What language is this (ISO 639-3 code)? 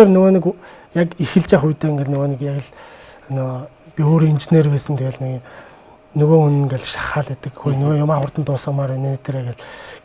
mon